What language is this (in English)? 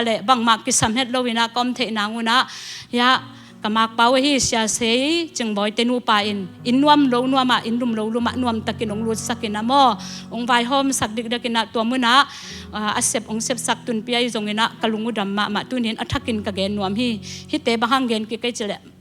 Tedim Chin